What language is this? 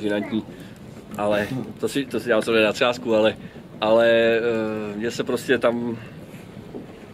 Czech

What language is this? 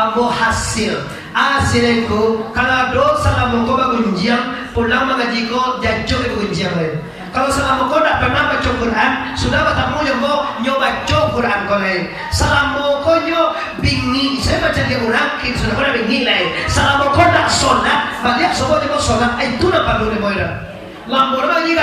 Minangkabau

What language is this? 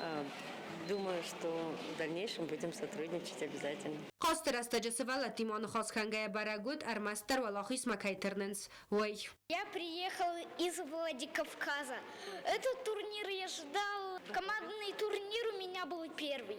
Ossetic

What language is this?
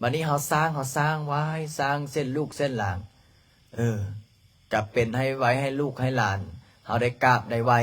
Lao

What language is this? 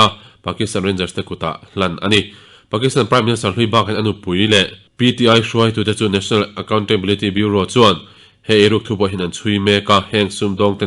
Mizo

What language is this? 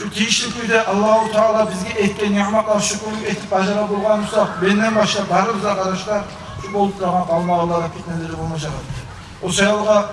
Kumyk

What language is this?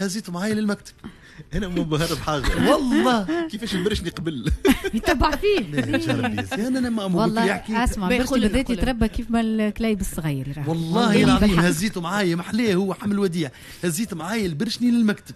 Tunisian Arabic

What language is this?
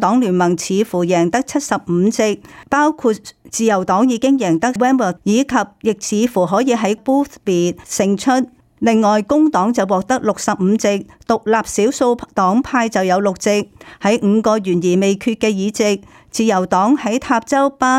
Cantonese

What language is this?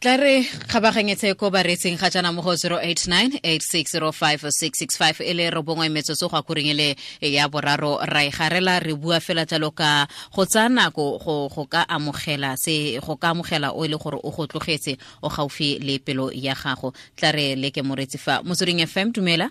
Tswana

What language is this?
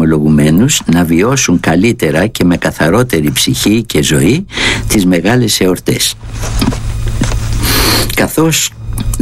Greek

